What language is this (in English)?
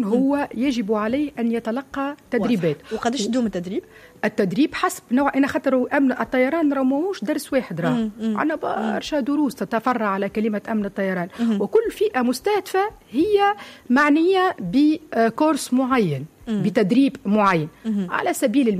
Tunisian Arabic